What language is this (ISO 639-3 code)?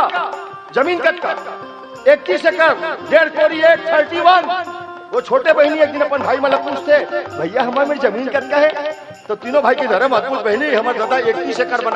hne